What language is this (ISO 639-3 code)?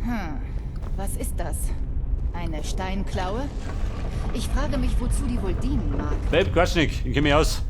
bar